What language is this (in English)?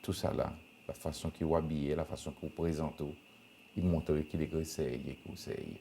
Seselwa Creole French